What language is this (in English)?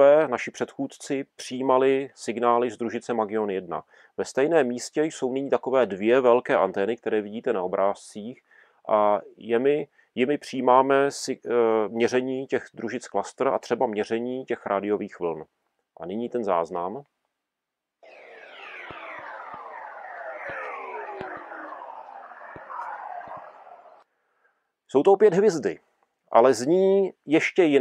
Czech